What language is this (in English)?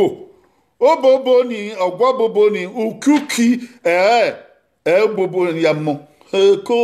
Bini